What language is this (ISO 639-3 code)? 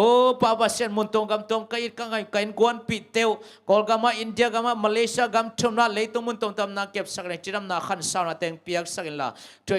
ctd